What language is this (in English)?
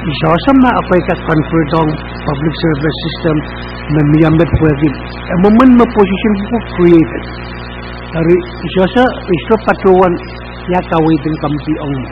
Pohnpeian